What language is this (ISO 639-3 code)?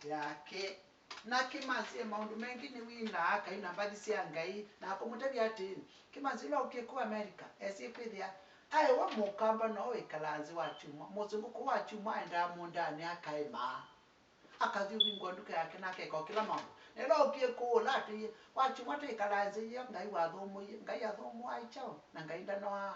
kam